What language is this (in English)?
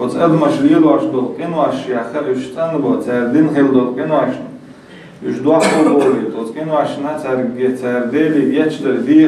Chechen